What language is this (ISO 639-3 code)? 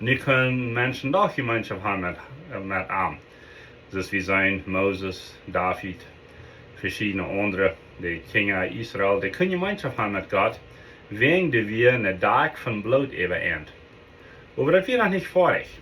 pdt